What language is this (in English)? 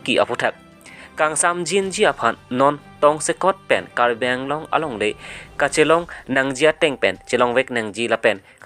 Karbi